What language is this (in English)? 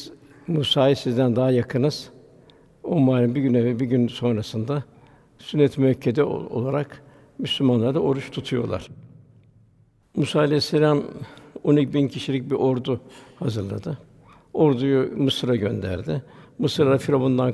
Turkish